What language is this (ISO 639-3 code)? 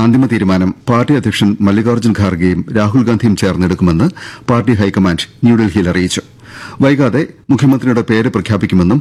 mal